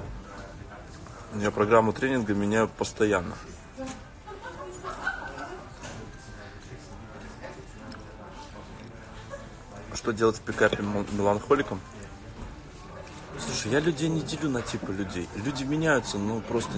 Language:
Russian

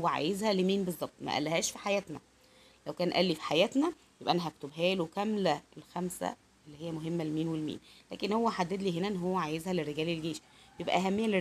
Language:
Egyptian Arabic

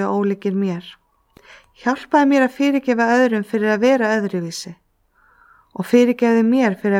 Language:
Icelandic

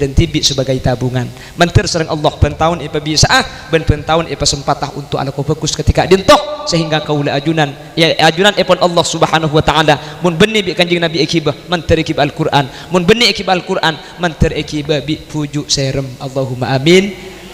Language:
Madurese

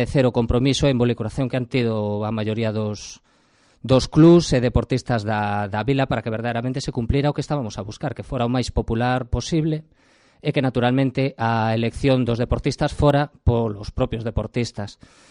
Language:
Galician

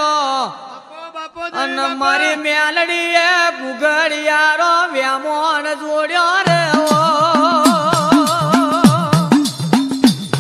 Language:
Gujarati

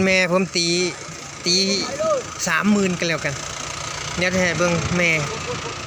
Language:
Northeastern Thai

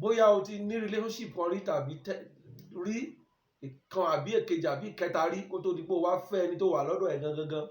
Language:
Yoruba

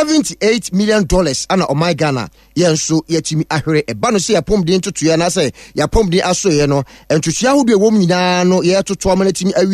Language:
Akan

